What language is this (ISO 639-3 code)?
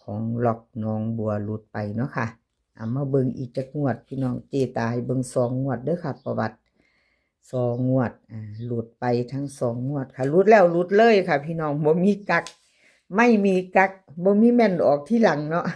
tts